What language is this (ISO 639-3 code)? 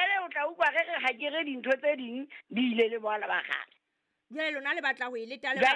sot